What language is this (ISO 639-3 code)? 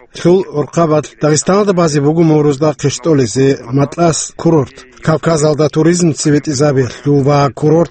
ava